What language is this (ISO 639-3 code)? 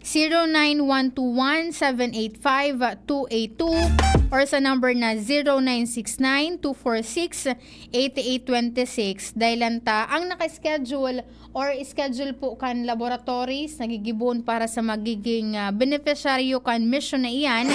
bik